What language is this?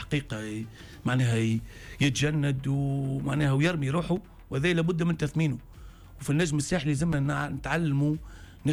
Tunisian Arabic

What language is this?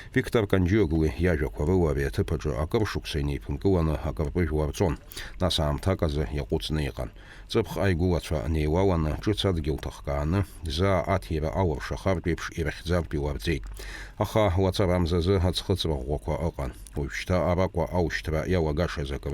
Abkhazian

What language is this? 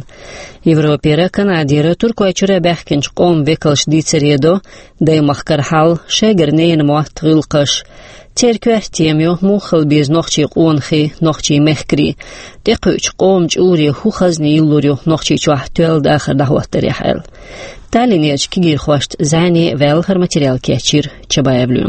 Chechen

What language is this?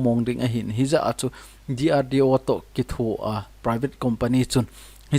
Thado Chin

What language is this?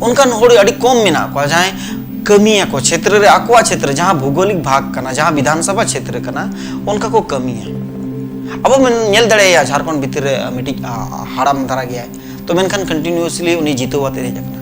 Santali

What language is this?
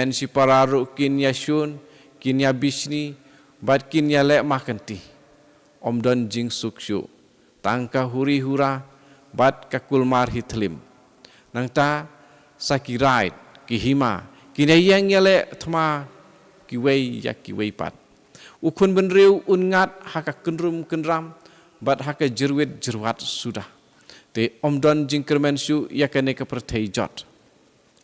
Khasi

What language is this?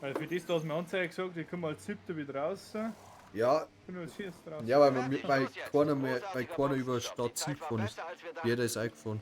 Bavarian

